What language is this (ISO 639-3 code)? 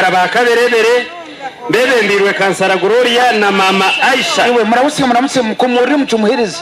nyn